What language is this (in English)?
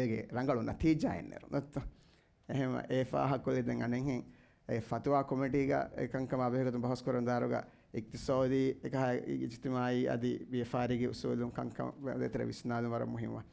Divehi